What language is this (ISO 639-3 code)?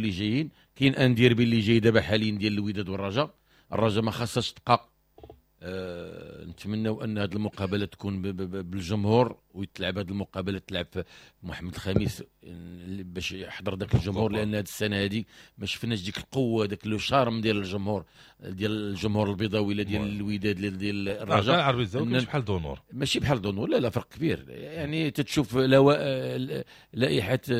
ary